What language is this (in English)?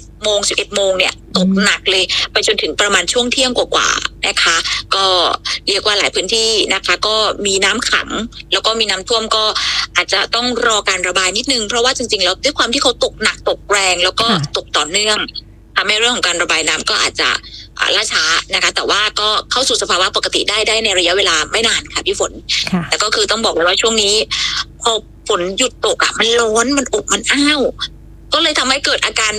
Thai